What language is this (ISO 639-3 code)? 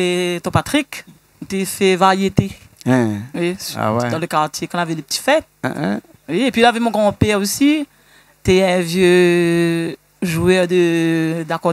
rcf